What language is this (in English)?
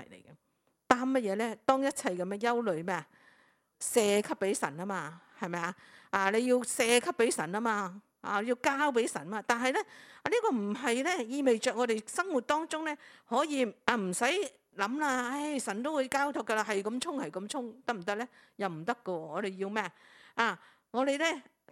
Cantonese